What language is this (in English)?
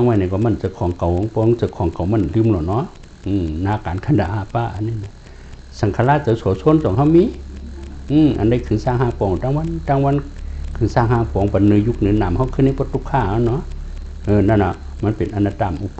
Shan